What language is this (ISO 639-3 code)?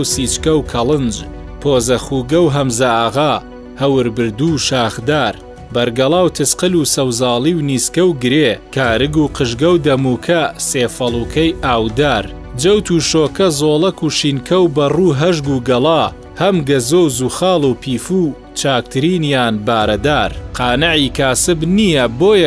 ckb